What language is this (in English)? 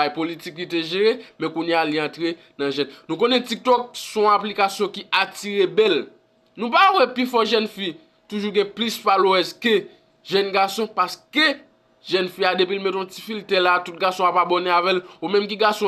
Haitian Creole